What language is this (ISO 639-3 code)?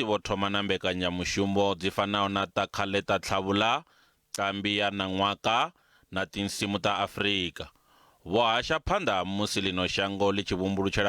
ven